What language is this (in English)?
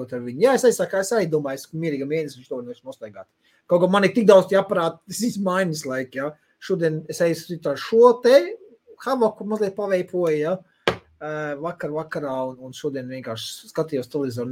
Latvian